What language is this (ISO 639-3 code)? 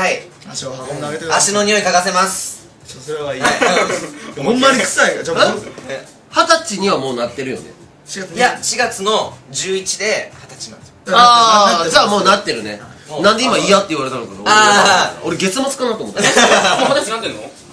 jpn